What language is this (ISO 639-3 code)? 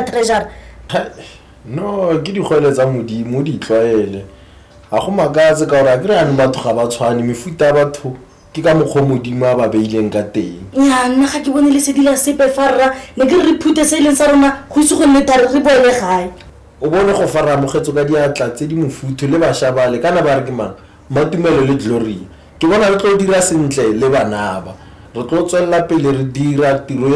tsn